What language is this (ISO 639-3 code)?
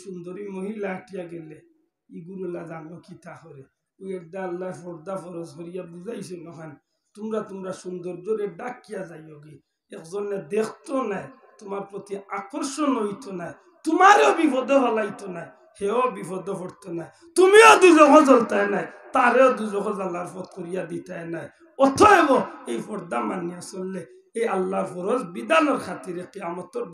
syl